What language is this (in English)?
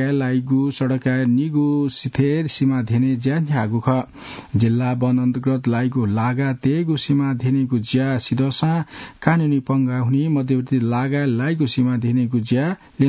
Newari